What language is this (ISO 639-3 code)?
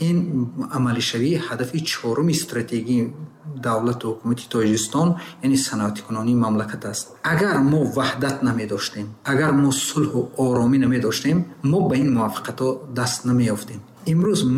tgk